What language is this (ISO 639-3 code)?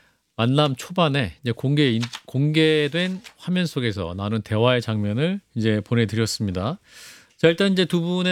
kor